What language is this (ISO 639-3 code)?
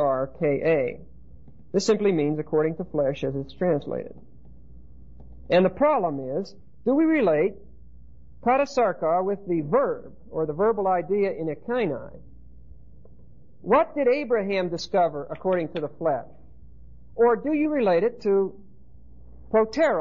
eng